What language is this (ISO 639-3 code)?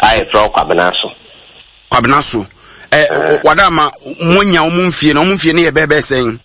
aka